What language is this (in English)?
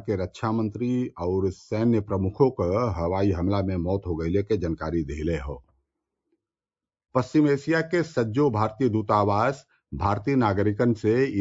Bhojpuri